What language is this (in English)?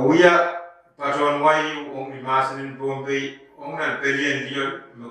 Pohnpeian